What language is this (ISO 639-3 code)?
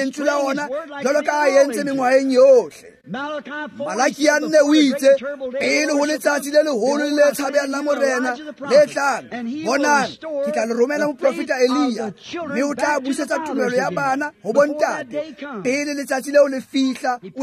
tsn